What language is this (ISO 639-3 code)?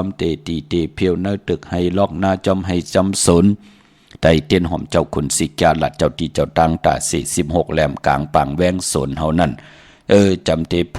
shn